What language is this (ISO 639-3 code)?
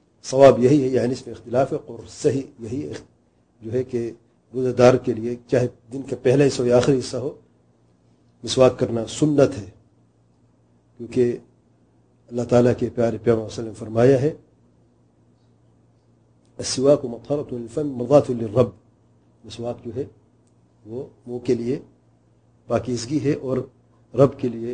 urd